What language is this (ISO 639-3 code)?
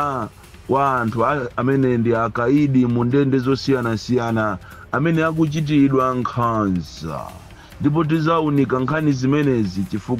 nya